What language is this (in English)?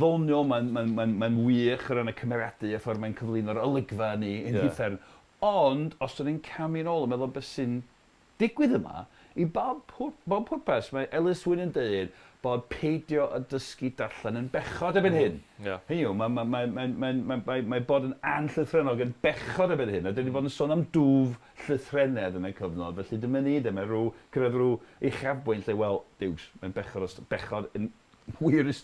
Welsh